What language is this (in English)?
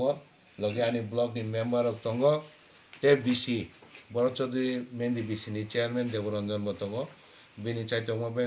Kok Borok